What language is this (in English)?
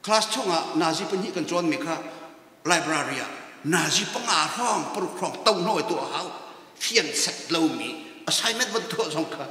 Hakha Chin